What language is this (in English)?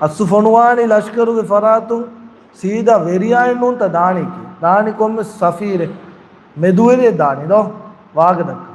Divehi